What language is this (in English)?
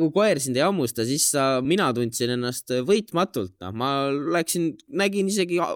Estonian